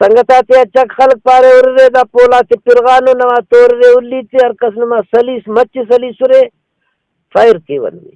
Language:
Brahui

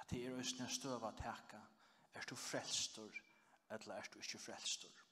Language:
Faroese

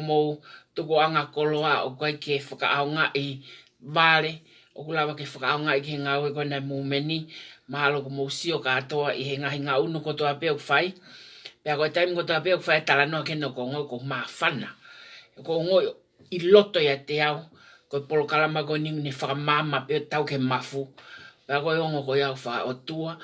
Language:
Tongan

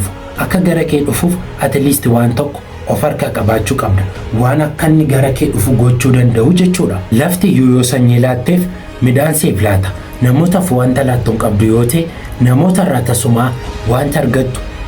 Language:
Oromo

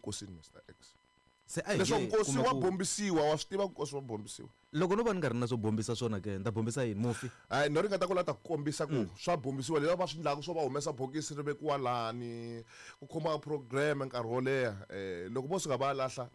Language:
Tsonga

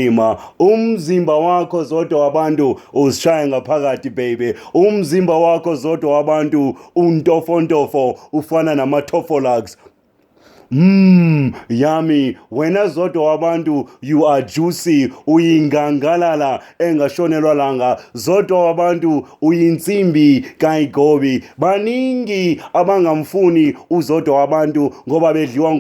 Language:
Zulu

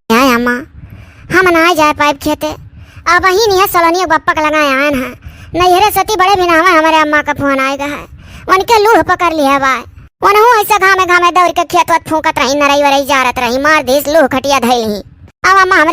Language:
Awadhi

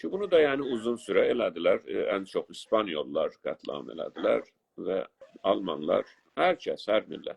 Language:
South Azerbaijani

